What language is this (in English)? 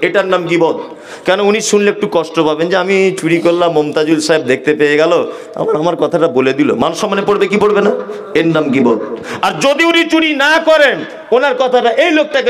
Bangla